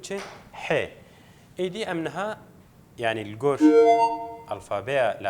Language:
Kurdish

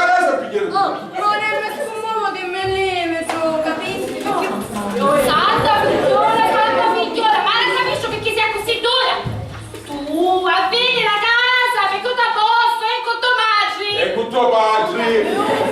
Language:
Sicilian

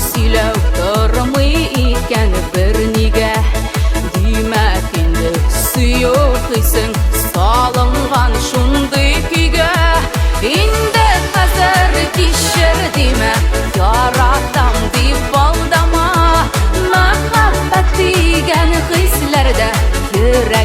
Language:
Tatar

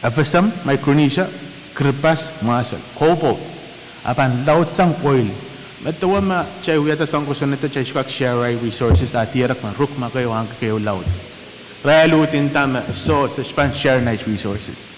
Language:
Pohnpeian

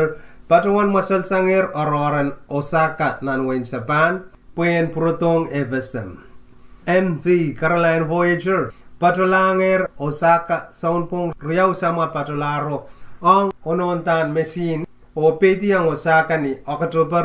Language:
Pohnpeian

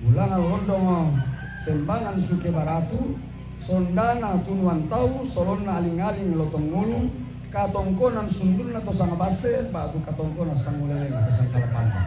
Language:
Toraja-Sa'dan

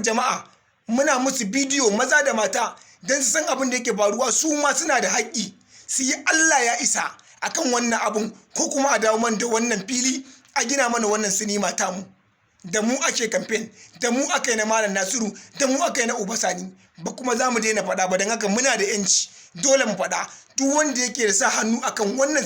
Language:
Hausa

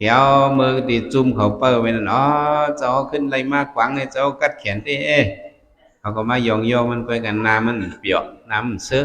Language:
Shan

